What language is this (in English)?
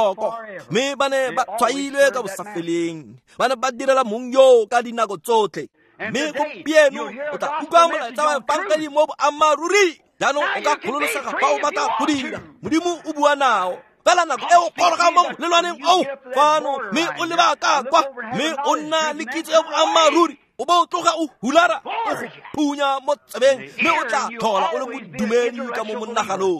Tswana